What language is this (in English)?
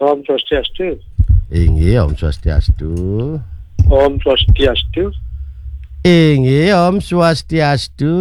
Balinese